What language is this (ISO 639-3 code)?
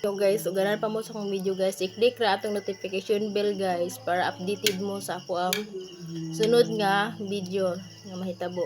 ceb